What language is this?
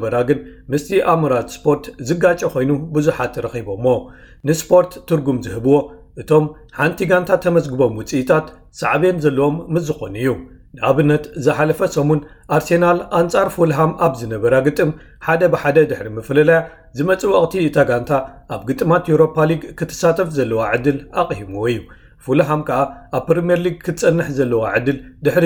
Tigrinya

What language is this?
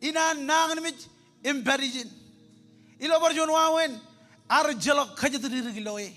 Marshallese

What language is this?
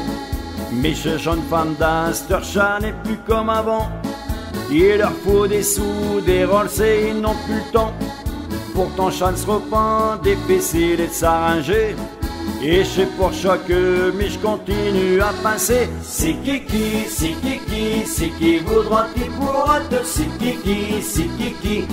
Picard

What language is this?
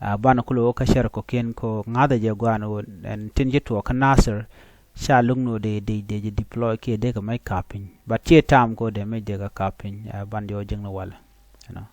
Nuer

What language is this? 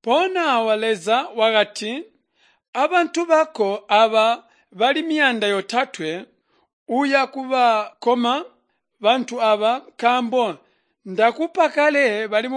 Tonga (Zambia)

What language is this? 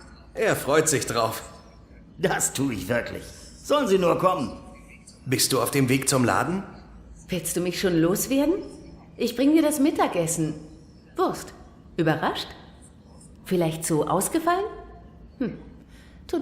Swiss German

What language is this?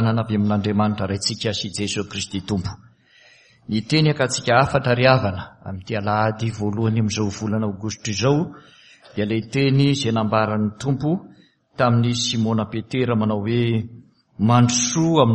Malagasy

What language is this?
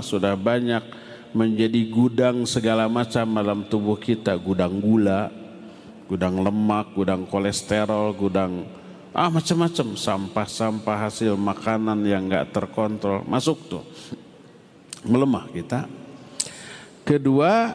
Indonesian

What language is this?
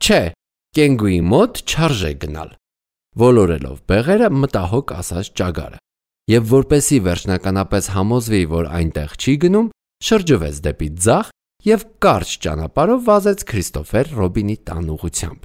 Armenian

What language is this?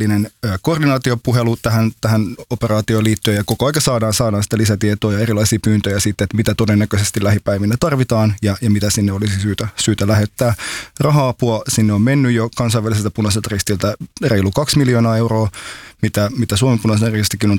Finnish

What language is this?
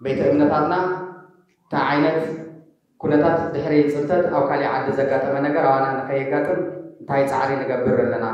Tigrinya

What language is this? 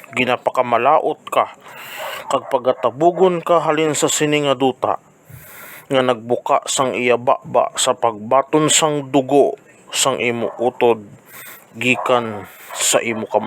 Hiligaynon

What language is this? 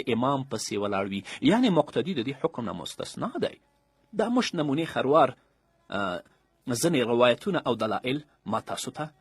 Pashto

